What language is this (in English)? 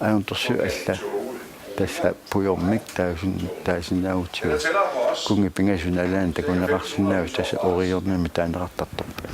Kalaallisut